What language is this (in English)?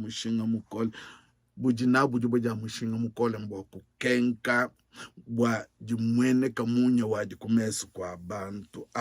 Luba-Lulua